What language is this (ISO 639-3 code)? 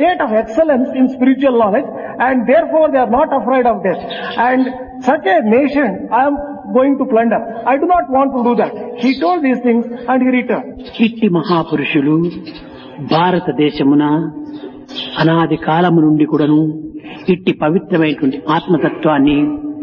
tel